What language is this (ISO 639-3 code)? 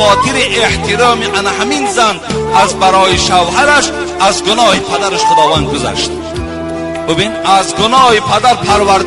tgk